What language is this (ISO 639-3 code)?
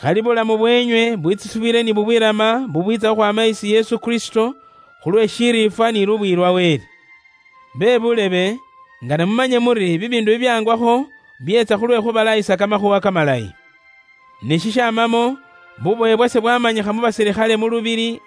luy